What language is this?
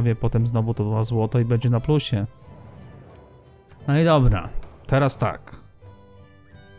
Polish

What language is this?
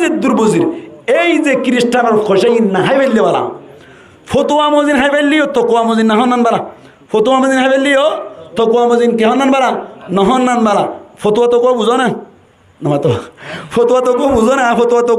Rohingya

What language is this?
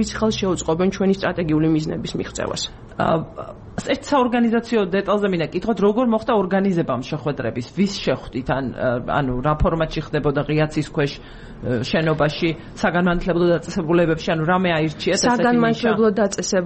Georgian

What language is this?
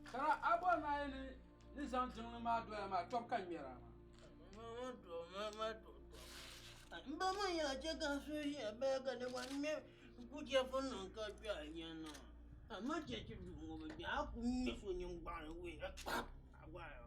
Dagbani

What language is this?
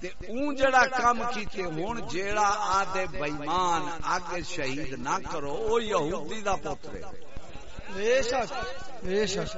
Saraiki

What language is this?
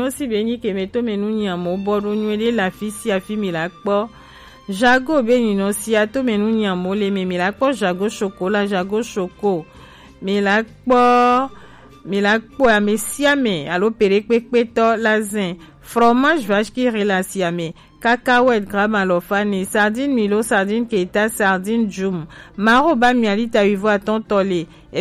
Gen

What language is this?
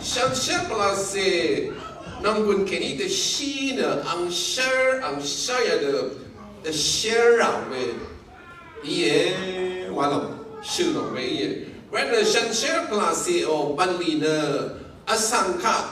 Rawang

